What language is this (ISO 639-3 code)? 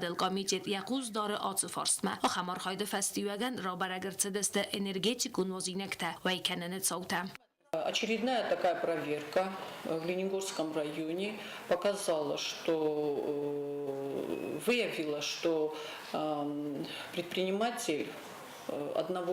oss